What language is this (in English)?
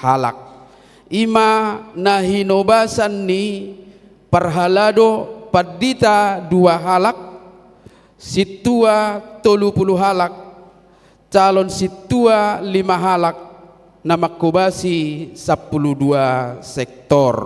Batak Toba